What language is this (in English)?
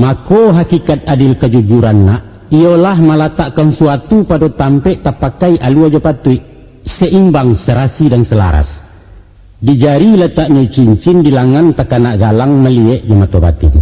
Minangkabau